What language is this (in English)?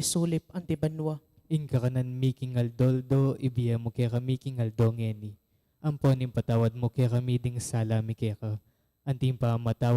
Pampanga